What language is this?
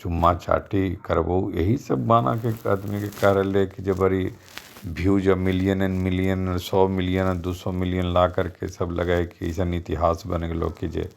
Magahi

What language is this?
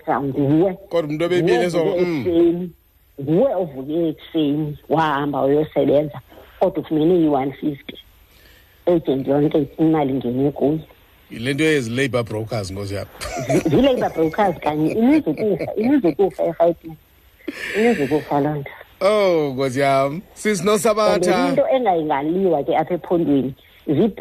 Xhosa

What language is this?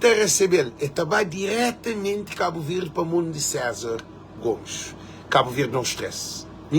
Kabuverdianu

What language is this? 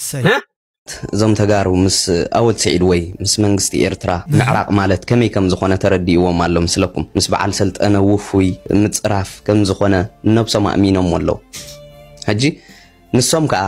Tigrinya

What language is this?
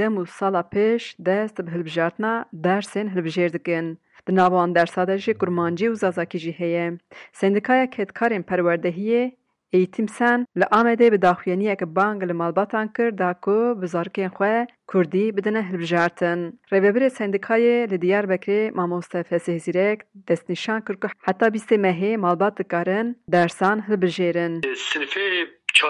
Kurdish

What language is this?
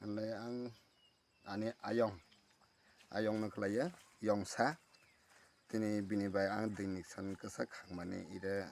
Kok Borok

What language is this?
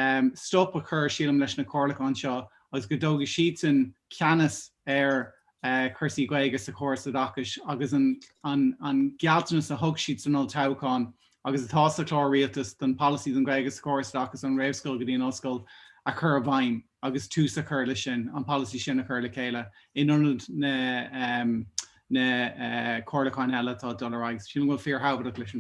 Irish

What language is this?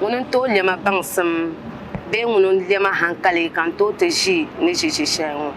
Dagbani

